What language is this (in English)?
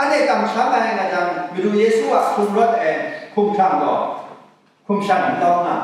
Kachin